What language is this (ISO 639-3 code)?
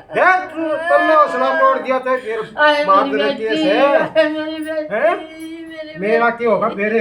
bgc